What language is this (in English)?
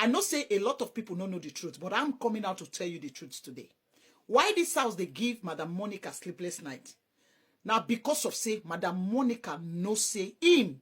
Nigerian Pidgin